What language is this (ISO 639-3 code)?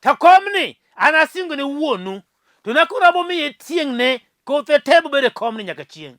luo